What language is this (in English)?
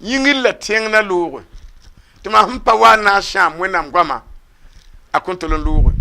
Mossi